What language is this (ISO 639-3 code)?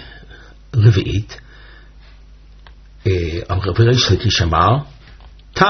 heb